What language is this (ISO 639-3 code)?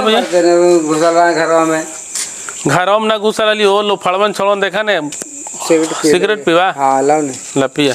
mag